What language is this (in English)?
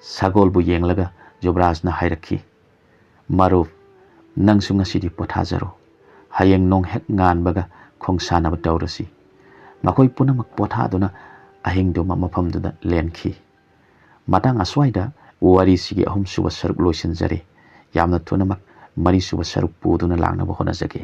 Manipuri